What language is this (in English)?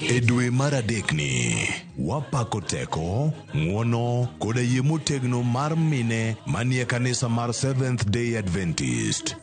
Luo (Kenya and Tanzania)